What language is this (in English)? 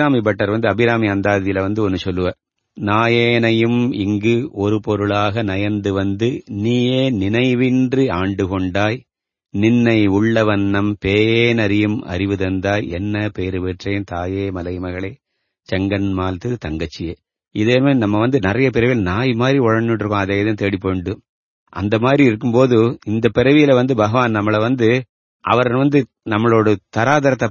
Tamil